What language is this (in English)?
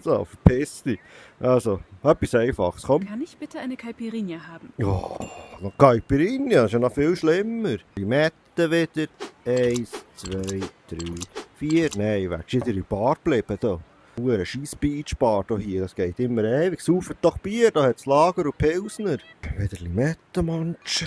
Swiss German